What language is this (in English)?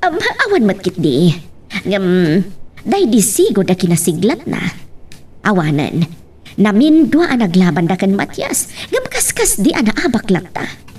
Iloko